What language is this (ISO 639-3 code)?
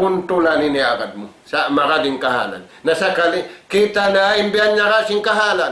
tsg